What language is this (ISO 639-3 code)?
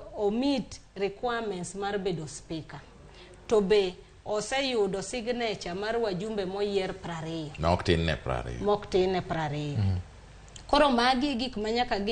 luo